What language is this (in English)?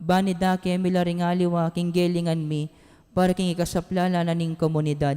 Pampanga